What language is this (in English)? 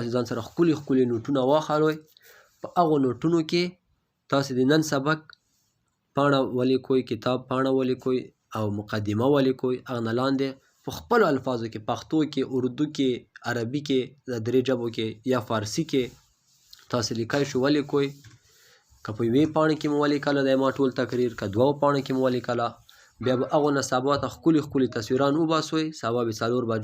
Pashto